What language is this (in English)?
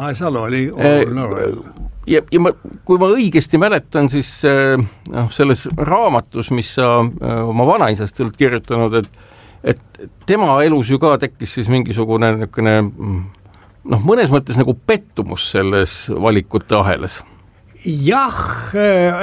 Estonian